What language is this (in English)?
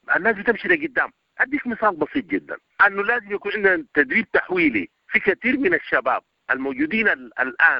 Sudanese Arabic